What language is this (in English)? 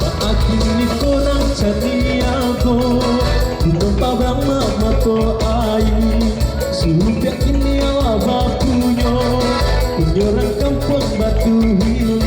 Minangkabau